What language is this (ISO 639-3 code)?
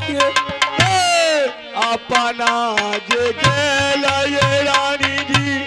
mai